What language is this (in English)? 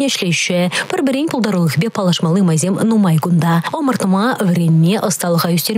Chuvash